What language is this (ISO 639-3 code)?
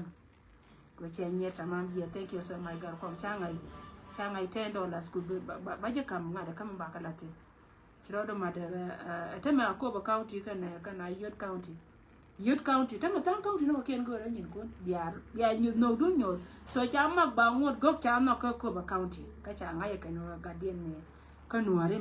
nus